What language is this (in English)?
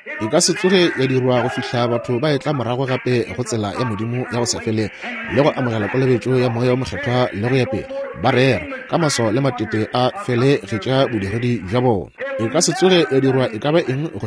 Northern Sotho